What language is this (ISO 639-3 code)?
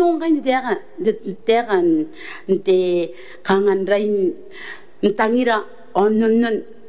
gil